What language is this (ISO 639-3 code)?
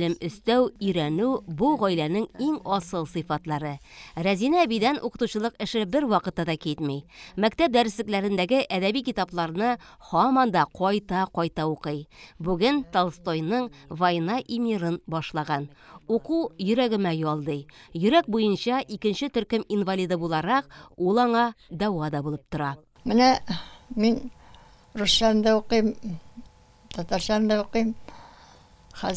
tat